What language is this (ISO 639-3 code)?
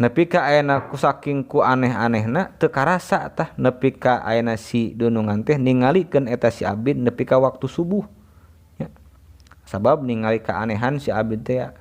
sun